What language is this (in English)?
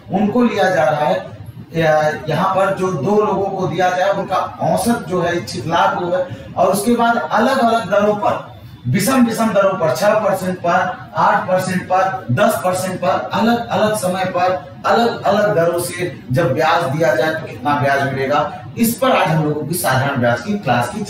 Hindi